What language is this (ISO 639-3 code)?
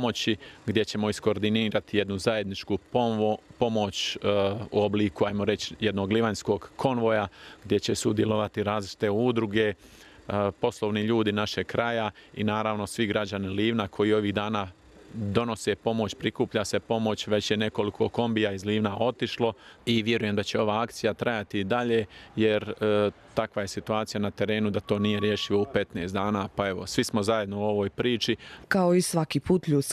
hrv